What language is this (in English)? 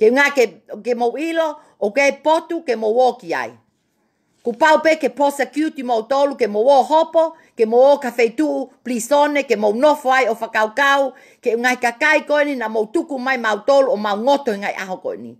Tongan